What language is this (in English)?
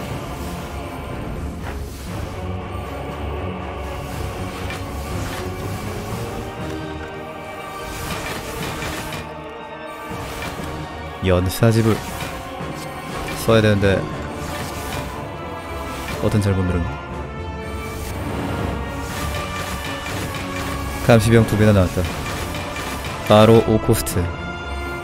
Korean